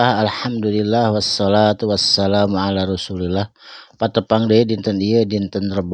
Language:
Sundanese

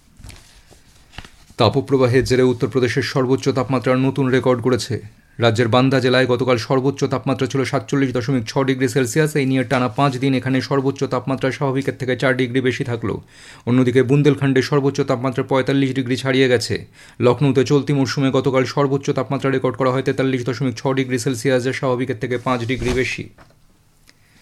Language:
Bangla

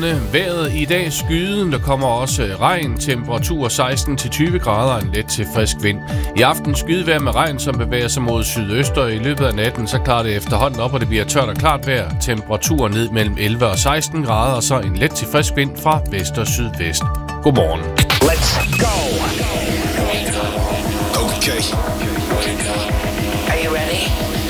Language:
Danish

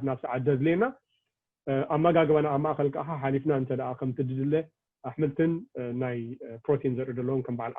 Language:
Tigrinya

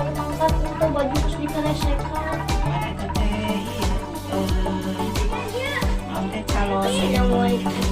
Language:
Sundanese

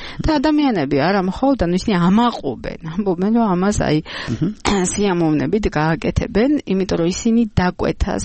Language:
Georgian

